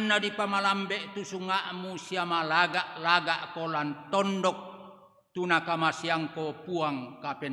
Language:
Toraja-Sa'dan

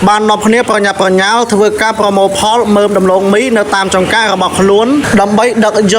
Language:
Khmer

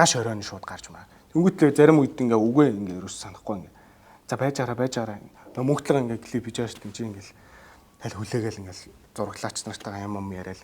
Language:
Mongolian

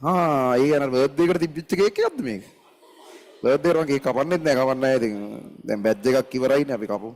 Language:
Sinhala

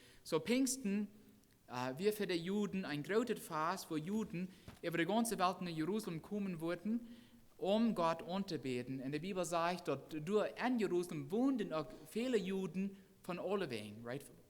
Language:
Plautdietsch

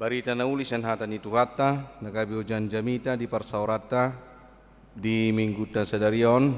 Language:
Batak Toba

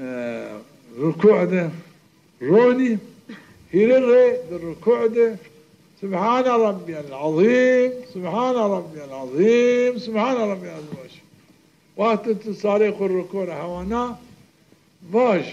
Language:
Zaza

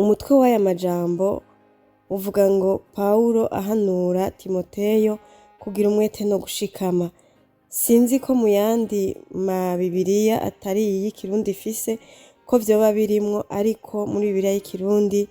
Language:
Rundi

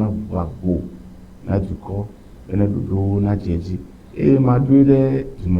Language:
Ewe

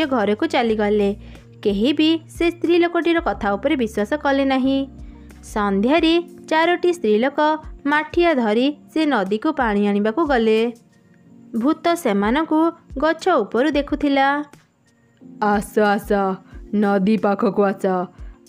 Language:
Odia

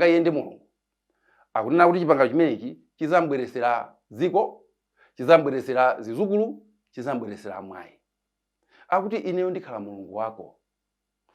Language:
Nyanja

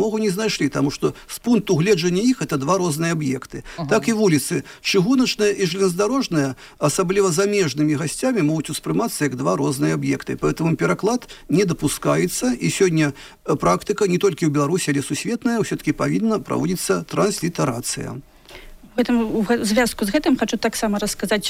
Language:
Belarusian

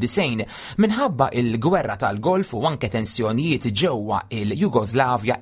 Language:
Maltese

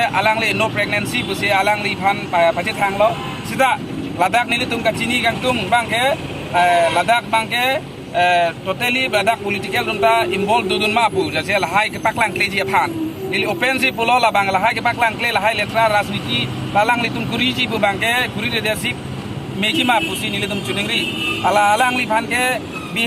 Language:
Karbi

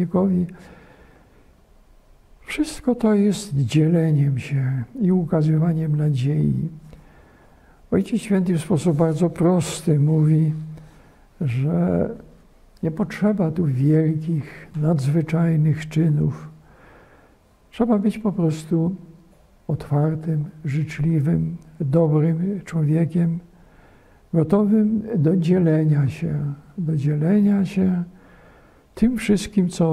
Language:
Polish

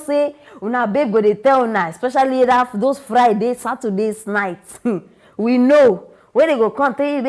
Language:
Nigerian Pidgin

